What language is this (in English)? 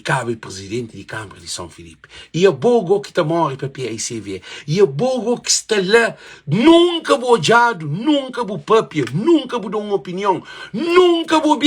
Kabuverdianu